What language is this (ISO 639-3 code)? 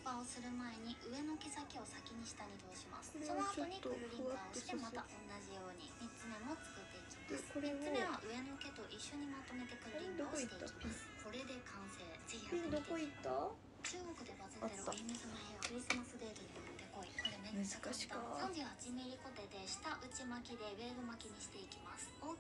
jpn